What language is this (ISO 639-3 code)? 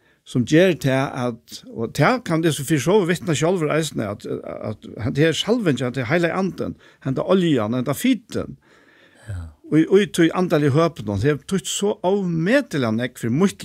fao